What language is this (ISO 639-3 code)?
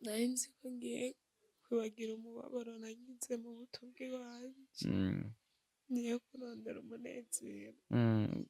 run